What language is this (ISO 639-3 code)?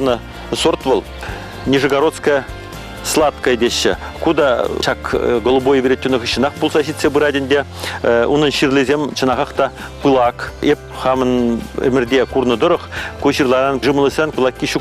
chv